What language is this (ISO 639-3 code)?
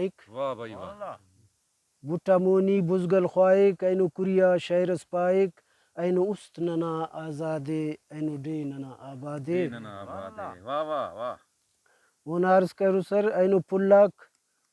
brh